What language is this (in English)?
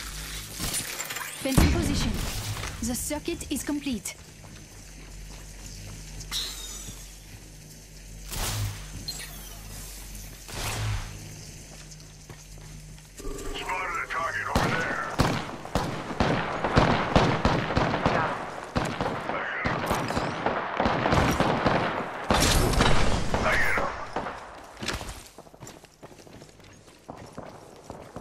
English